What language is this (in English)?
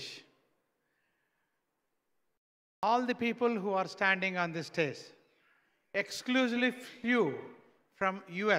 Telugu